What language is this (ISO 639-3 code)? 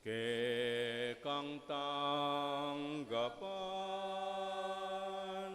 pam